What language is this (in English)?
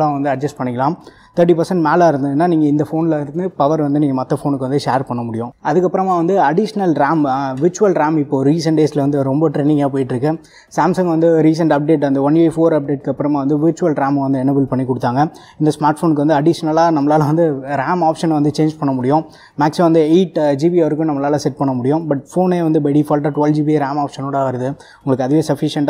Tamil